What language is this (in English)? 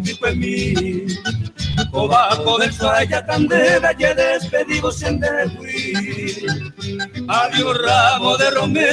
Guarani